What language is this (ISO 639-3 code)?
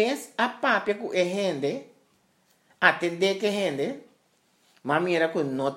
pap